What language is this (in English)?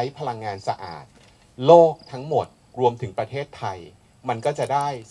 Thai